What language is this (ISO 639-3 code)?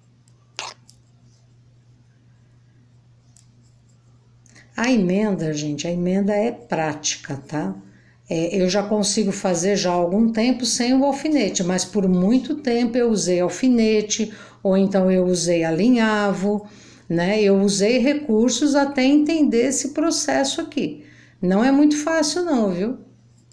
por